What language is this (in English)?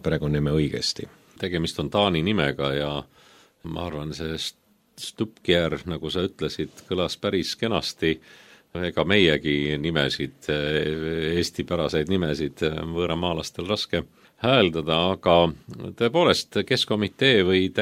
Estonian